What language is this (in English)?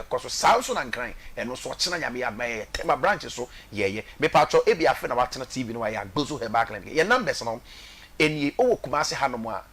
Akan